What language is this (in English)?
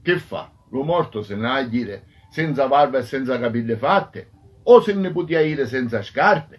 Sicilian